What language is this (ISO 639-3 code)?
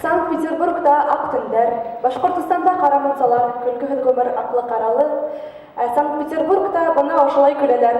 bak